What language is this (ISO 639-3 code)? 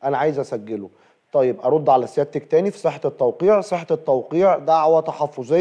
arz